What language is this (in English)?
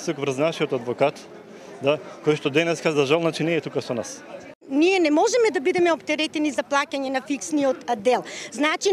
Macedonian